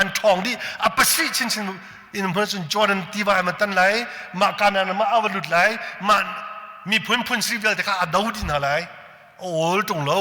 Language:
Hakha Chin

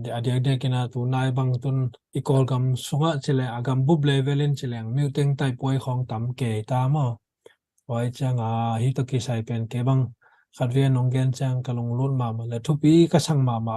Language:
Tedim Chin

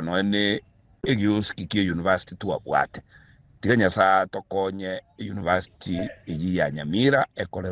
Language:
Gusii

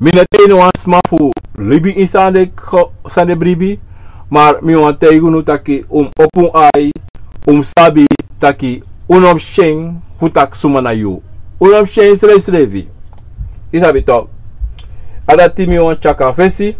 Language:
Sranan Tongo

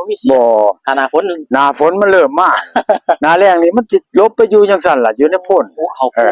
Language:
Northeastern Thai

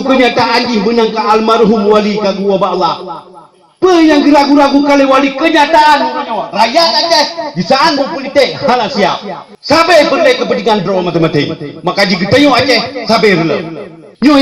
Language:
Achinese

